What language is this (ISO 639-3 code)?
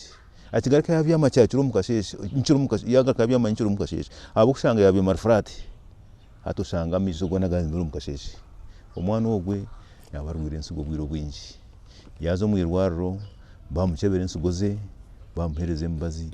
nyn